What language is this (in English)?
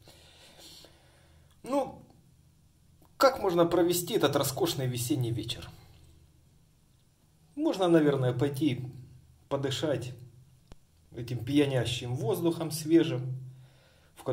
Russian